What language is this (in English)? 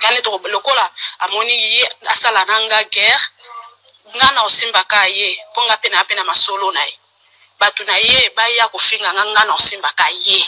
Lingala